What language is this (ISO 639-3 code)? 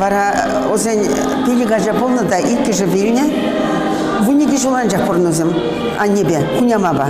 chv